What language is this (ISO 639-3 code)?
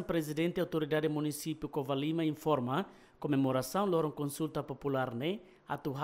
tet